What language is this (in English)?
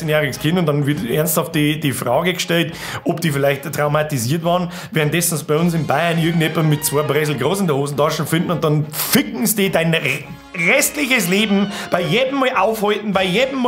Bavarian